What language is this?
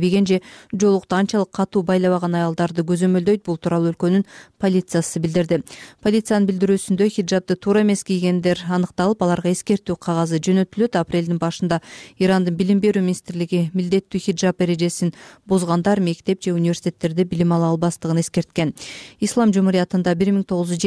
Kyrgyz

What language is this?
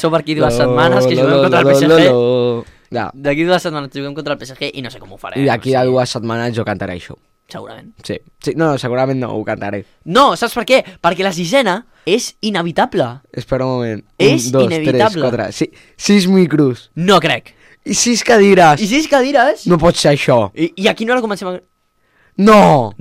Catalan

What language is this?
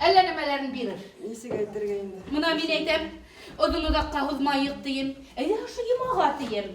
Bashkir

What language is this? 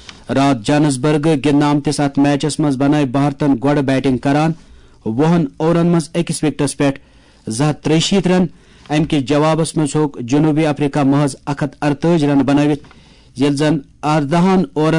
Kashmiri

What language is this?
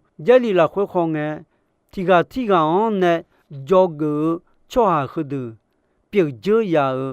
Akha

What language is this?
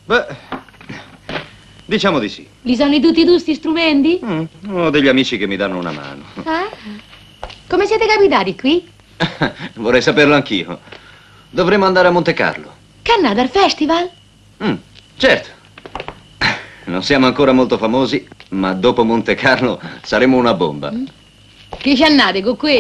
Italian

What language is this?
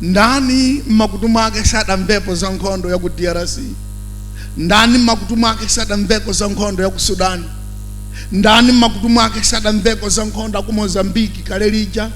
Nyanja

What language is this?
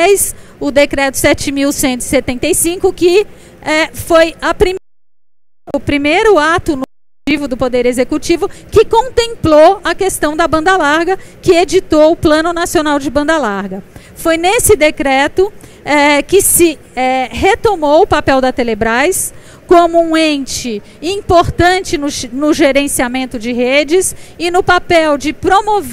Portuguese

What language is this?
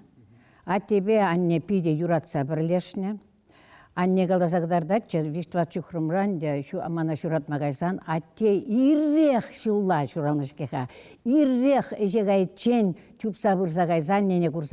Chuvash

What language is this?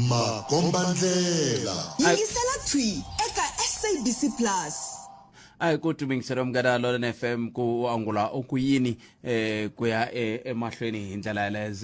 Tsonga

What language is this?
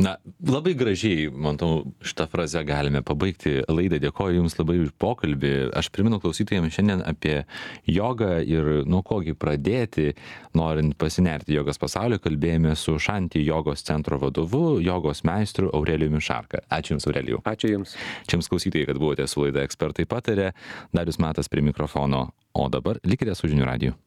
Lithuanian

